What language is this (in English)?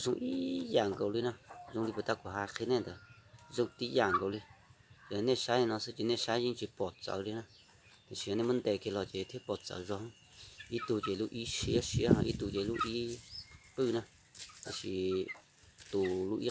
Hmong